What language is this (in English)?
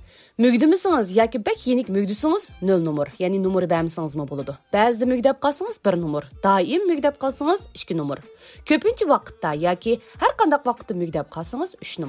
Uyghur